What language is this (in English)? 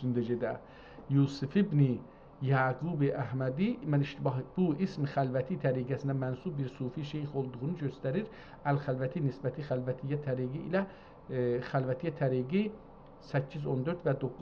South Azerbaijani